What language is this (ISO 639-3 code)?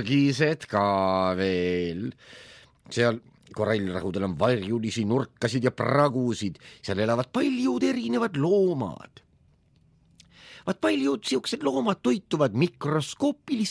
est